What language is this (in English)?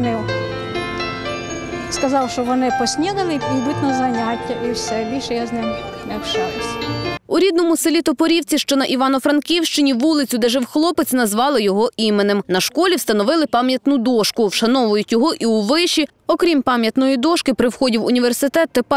Ukrainian